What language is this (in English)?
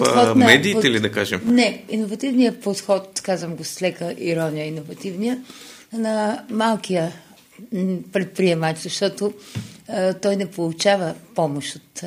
Bulgarian